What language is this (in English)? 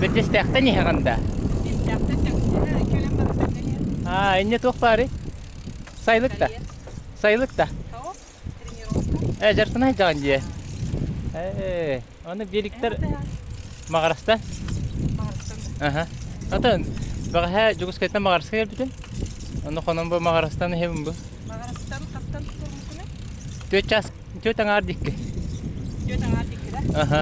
Yakut